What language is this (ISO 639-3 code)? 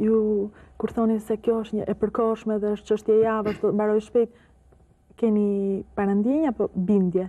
sqi